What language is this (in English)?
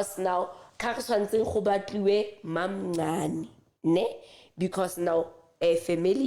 Southern Sotho